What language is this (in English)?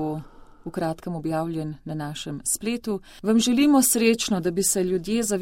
Slovenian